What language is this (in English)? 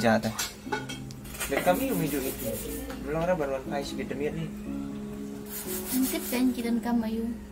Khasi